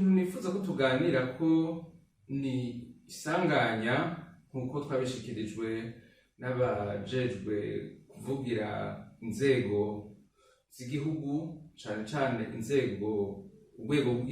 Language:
Rundi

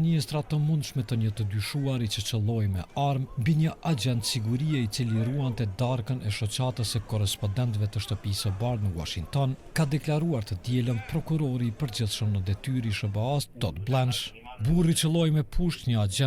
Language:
Albanian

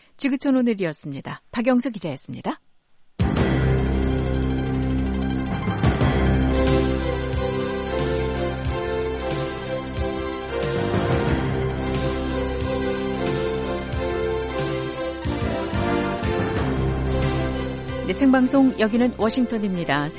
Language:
Korean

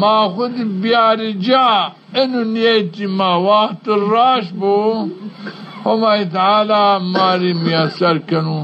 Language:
Zaza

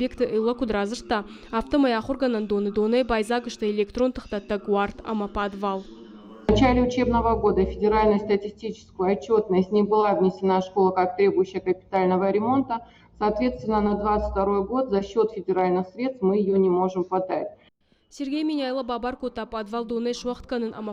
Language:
Ossetic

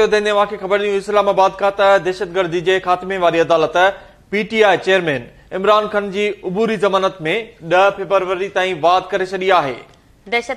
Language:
Sindhi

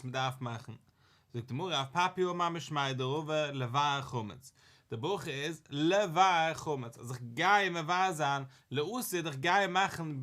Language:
Yiddish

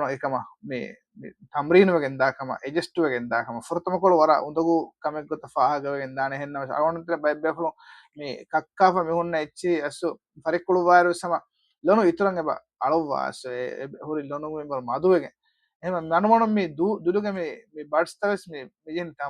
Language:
Divehi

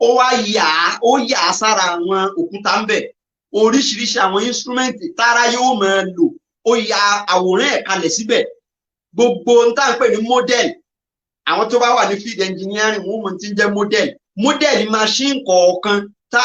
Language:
Yoruba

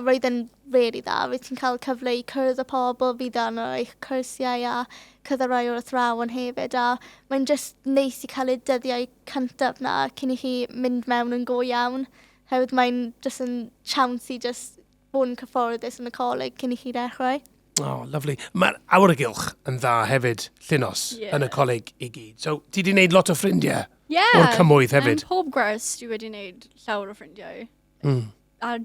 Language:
Welsh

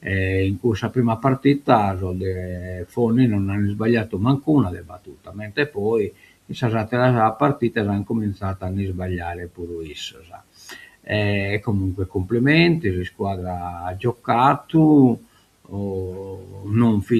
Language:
Sardinian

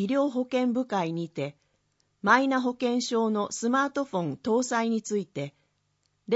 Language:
Japanese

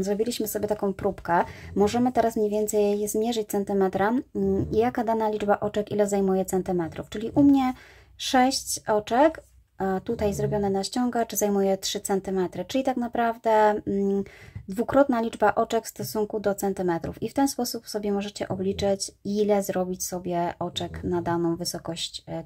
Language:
Polish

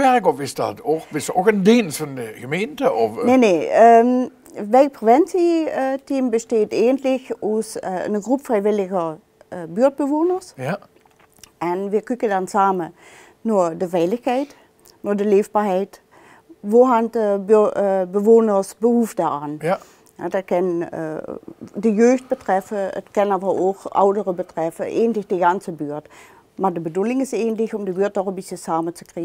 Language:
Limburgish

